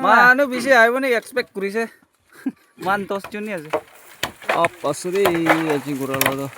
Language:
Naga Pidgin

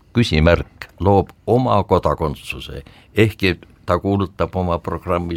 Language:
Estonian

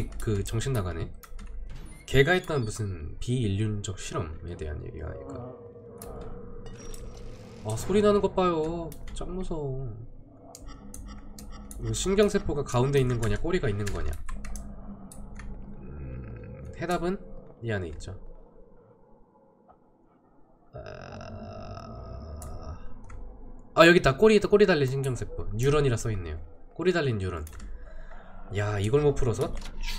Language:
Korean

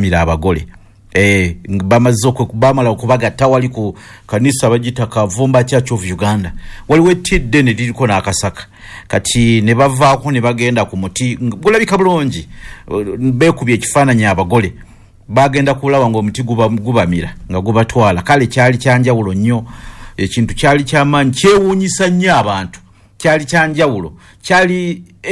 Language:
Ganda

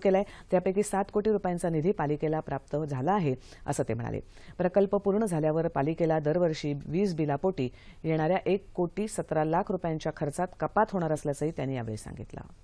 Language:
Marathi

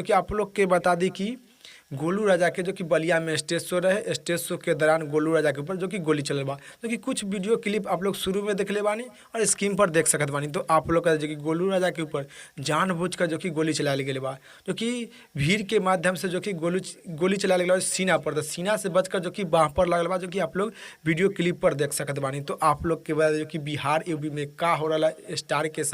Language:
Bhojpuri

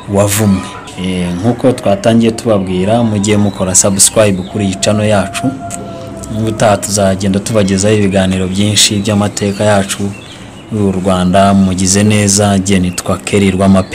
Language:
Kinyarwanda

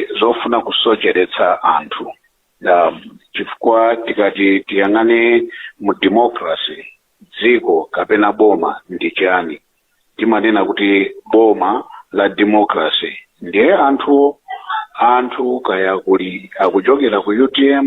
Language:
Nyanja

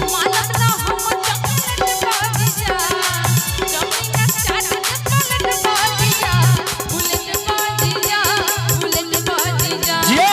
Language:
Maithili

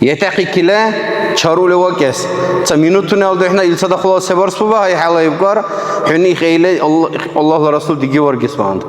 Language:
Dargwa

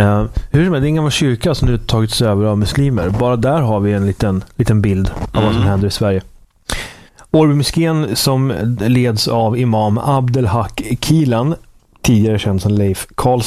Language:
Swedish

